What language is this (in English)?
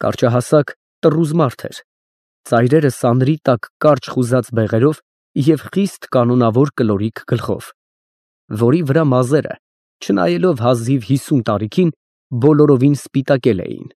Armenian